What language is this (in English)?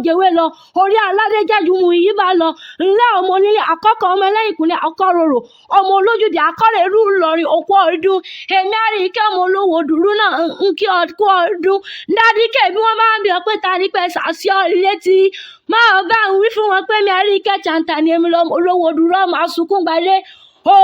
Yoruba